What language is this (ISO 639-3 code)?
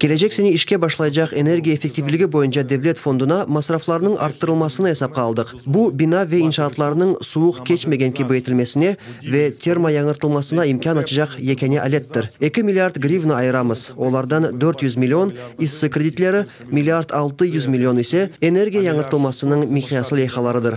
crh